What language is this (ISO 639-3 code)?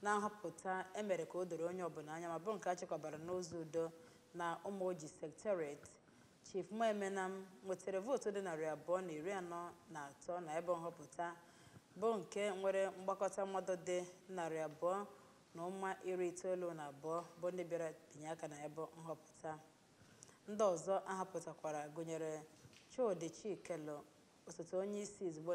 ibo